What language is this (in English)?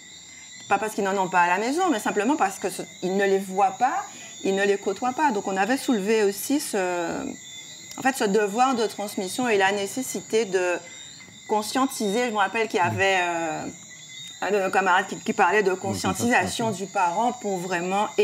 French